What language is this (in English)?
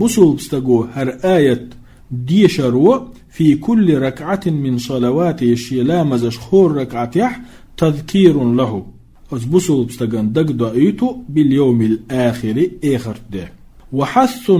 Chechen